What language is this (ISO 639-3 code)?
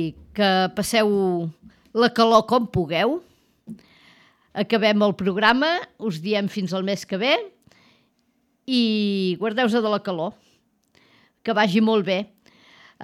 cat